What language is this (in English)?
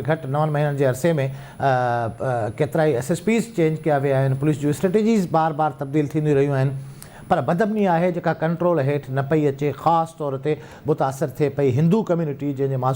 Sindhi